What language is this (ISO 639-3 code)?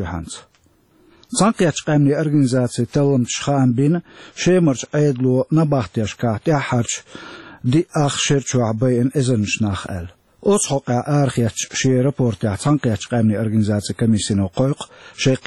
che